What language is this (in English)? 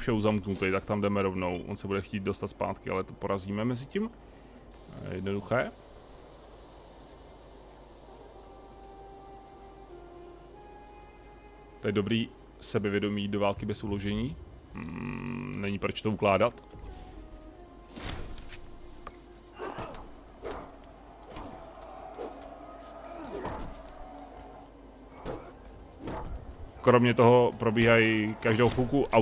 Czech